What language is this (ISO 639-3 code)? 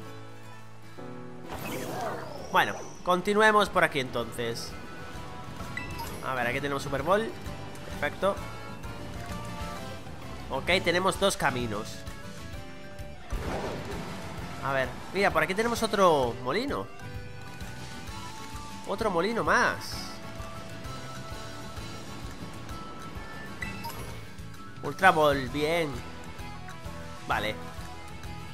spa